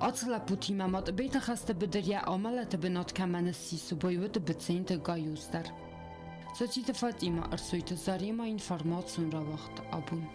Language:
Ossetic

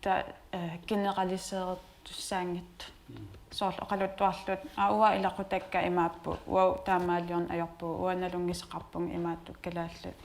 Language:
Kalaallisut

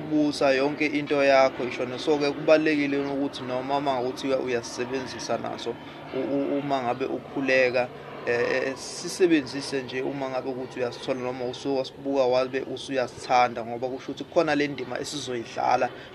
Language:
Zulu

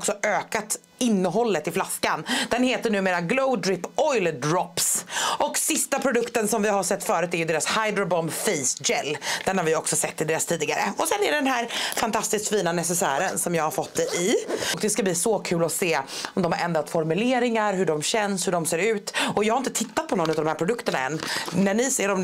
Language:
Swedish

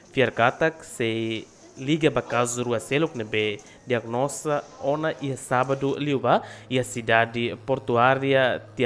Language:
Tetum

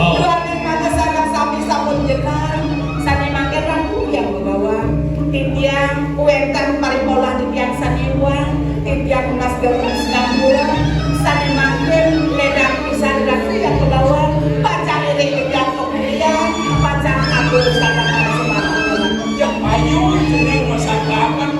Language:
Balinese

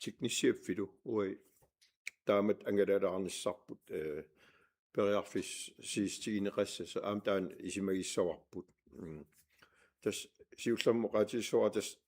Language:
Kalaallisut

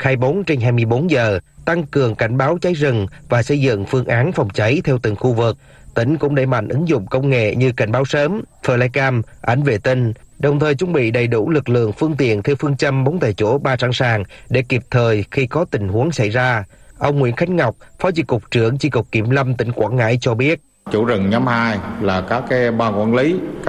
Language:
Vietnamese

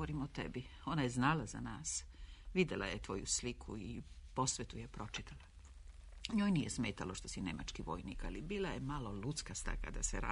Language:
Serbian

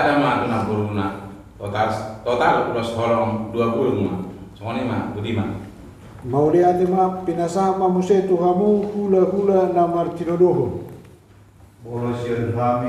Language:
Batak Toba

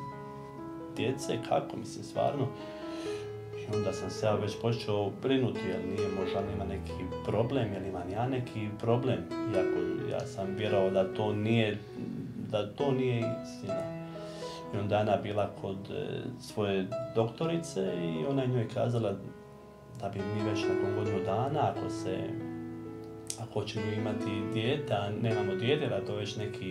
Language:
Croatian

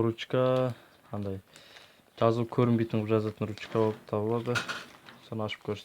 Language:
Kazakh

